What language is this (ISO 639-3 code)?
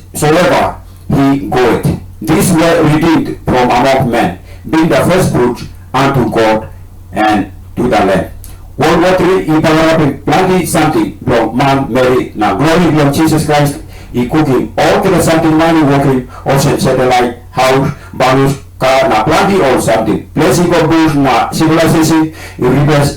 tpi